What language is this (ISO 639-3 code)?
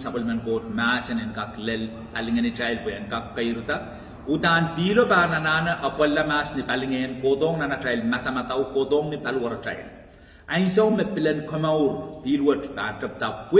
pon